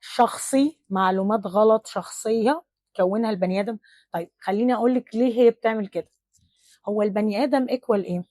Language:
Egyptian Arabic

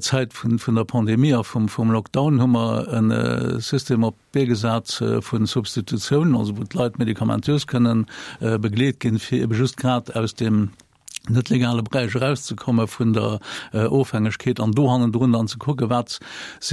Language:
Luxembourgish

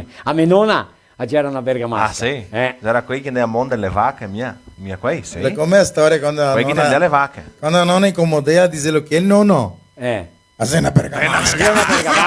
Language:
Venetian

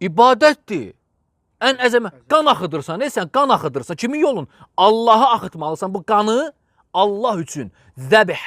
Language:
Azerbaijani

